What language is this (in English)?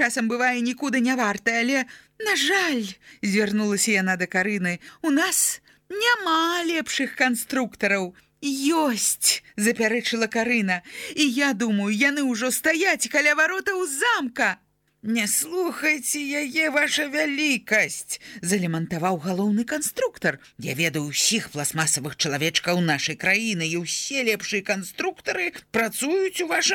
Belarusian